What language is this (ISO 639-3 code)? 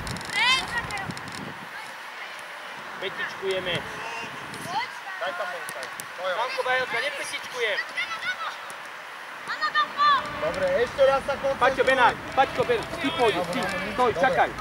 slk